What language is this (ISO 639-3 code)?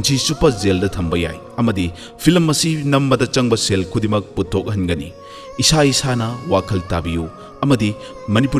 mni